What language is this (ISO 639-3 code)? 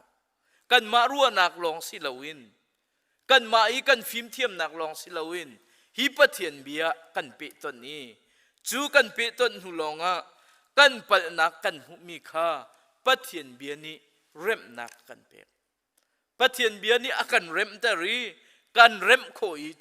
cnh